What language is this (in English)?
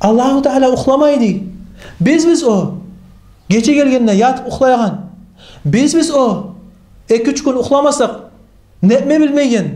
Kumyk